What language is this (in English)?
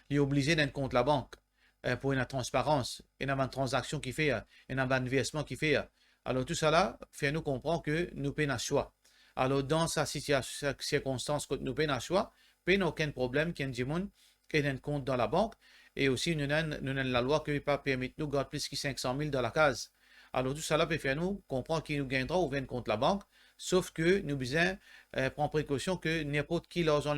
Morisyen